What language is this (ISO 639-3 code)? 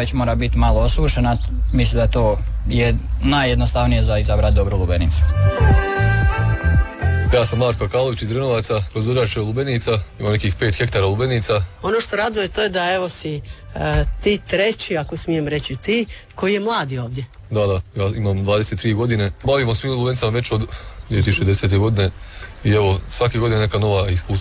hrv